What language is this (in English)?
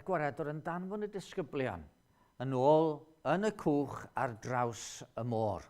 Welsh